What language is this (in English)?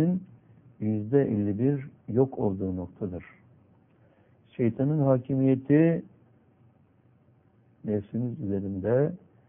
Turkish